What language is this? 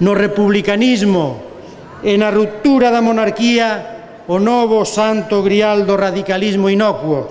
Galician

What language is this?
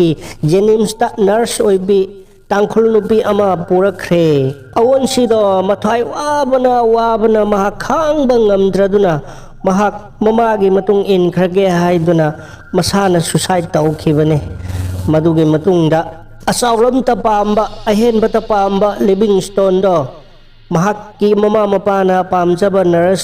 Manipuri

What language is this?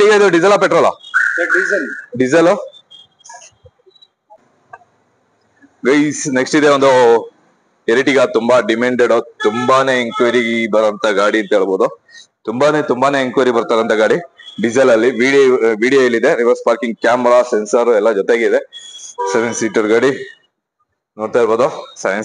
Kannada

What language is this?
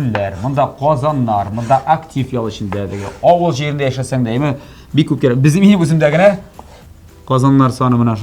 Tatar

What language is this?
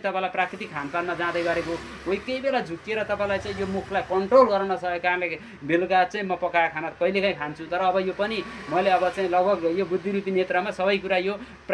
Nepali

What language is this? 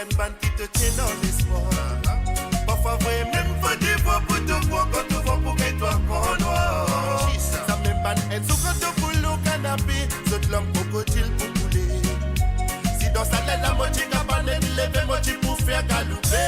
Morisyen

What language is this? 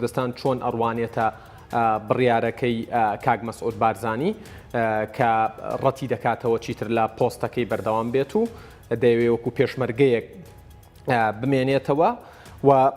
Central Kurdish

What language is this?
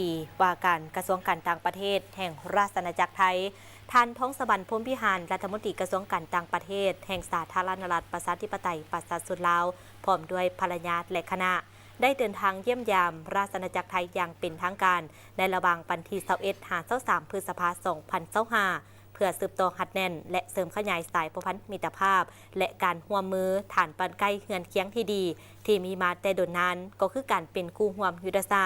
Lao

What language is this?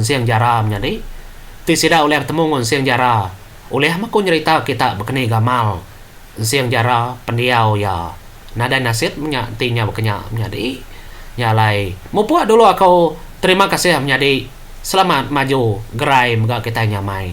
Iban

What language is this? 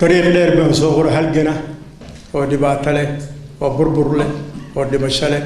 Somali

